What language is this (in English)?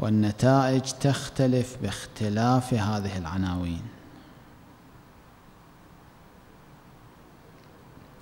Arabic